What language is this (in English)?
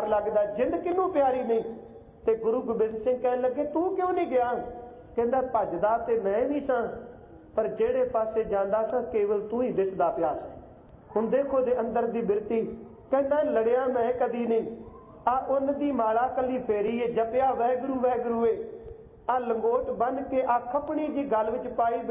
Punjabi